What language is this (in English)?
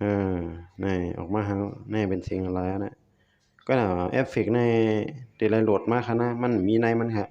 Shan